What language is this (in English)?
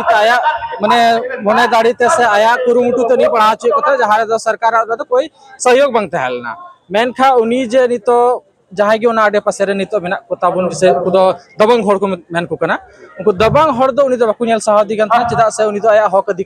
Santali